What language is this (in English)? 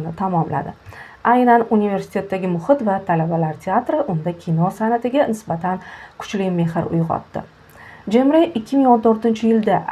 Uzbek